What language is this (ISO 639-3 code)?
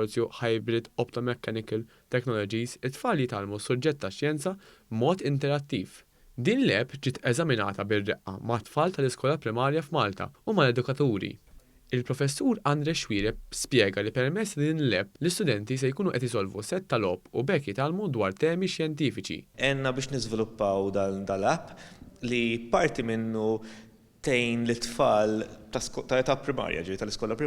mlt